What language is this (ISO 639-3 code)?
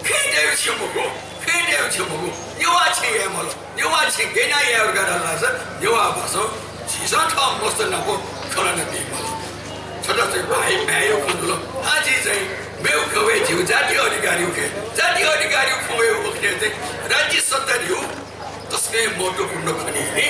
new